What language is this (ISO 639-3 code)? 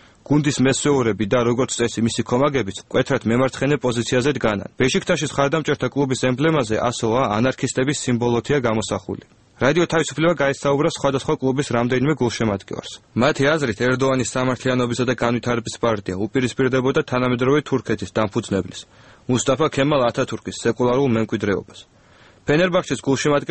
kat